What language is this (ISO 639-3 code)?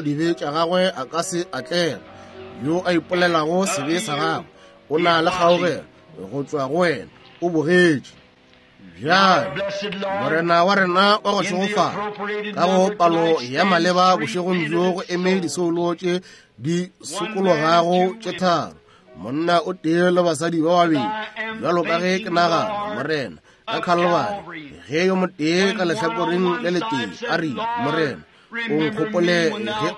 nso